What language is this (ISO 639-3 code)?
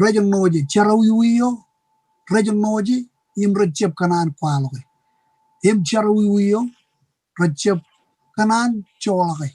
mah